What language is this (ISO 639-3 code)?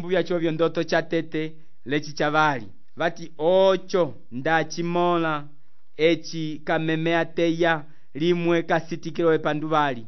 umb